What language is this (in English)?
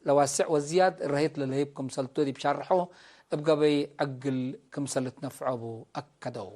Tigre